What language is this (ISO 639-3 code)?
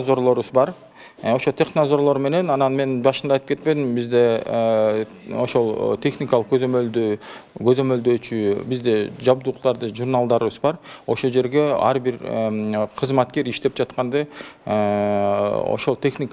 kir